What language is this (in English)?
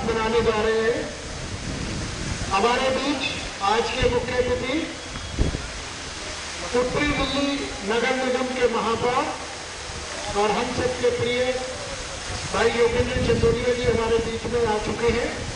Hindi